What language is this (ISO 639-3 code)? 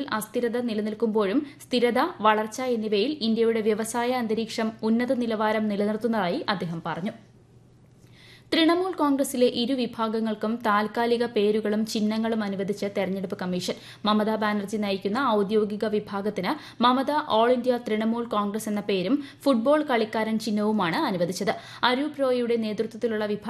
mal